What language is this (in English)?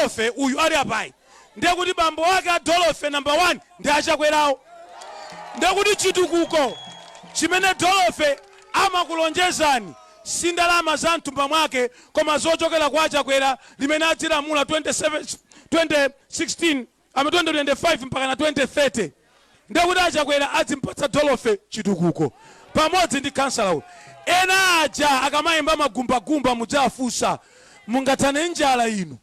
Nyanja